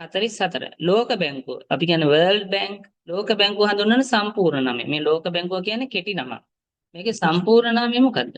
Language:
Sinhala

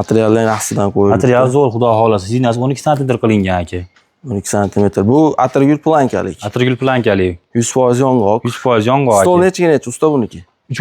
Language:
Uzbek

